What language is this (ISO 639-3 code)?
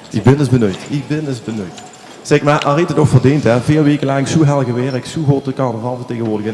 lim